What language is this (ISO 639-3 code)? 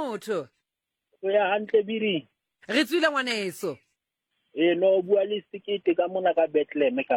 sot